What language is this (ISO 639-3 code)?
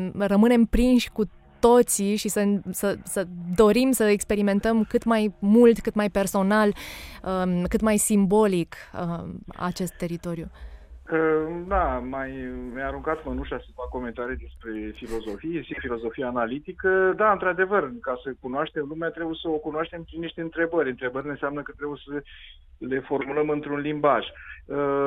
ron